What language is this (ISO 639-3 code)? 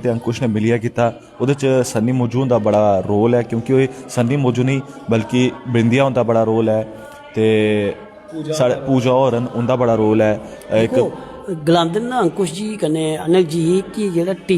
doi